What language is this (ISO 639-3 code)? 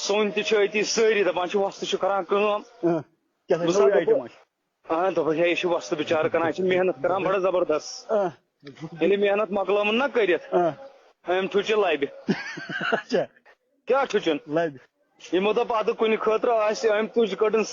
kas